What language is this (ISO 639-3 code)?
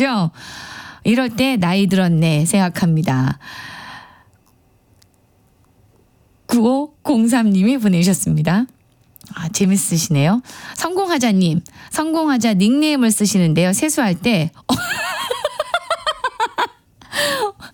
kor